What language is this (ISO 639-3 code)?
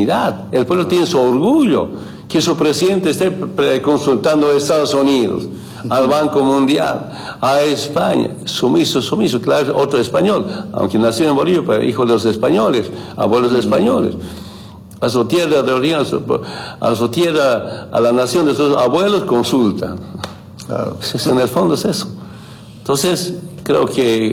spa